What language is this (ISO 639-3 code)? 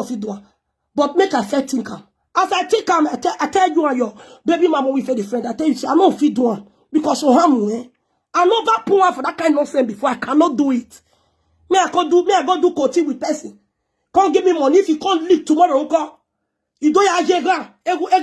pcm